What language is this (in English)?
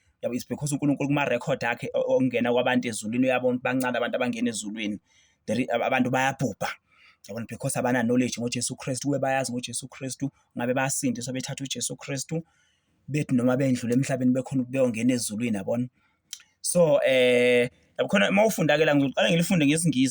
Zulu